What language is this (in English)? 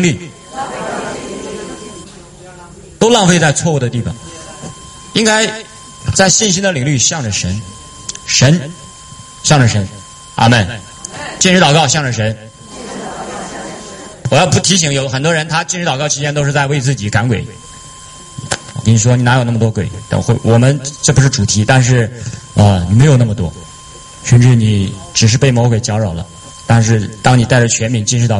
Chinese